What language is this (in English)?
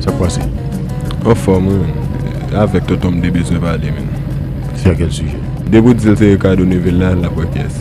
Haitian Creole